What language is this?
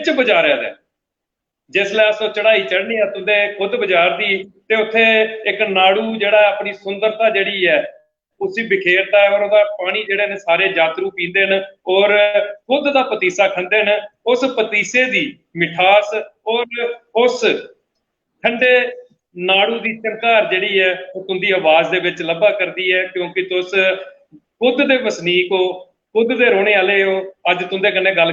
Dogri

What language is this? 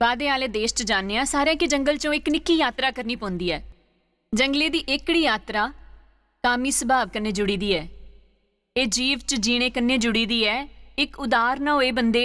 Dogri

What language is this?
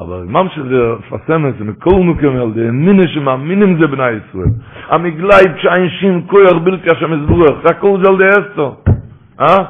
Yiddish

